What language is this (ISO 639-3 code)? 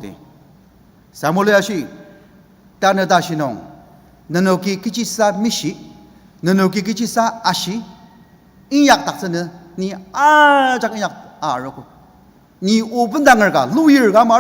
njo